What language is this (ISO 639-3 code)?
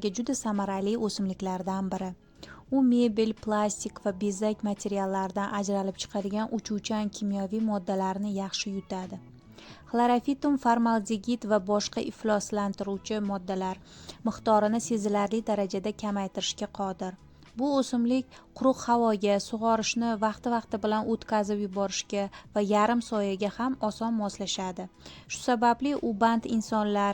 uzb